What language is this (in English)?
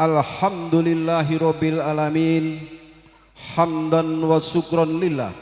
Javanese